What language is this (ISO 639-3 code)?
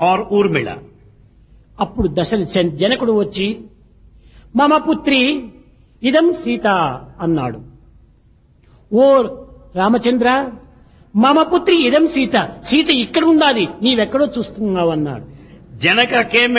tel